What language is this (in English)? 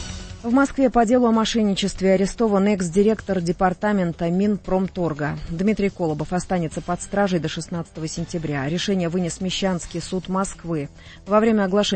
Russian